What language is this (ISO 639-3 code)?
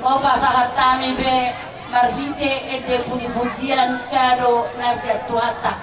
bbc